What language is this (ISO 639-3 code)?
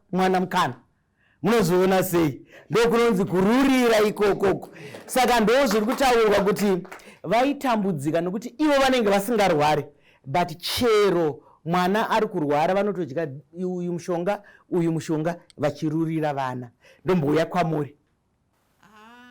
sna